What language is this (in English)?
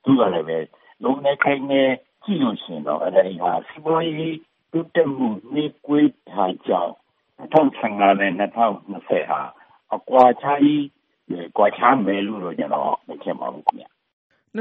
Burmese